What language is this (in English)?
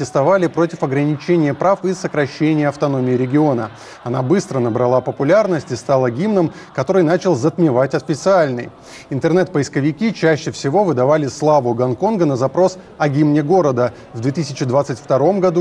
Russian